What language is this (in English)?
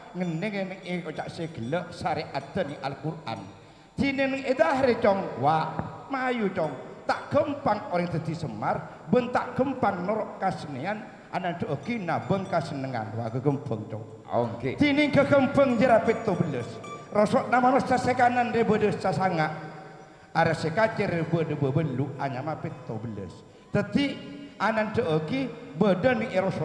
Madurese